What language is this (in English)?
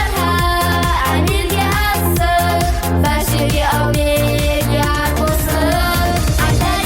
Kara-Kalpak